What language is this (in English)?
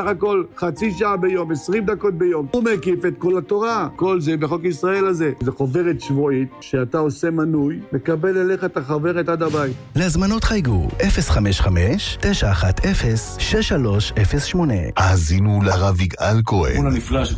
Hebrew